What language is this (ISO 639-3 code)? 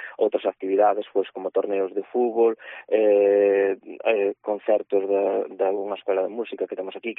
glg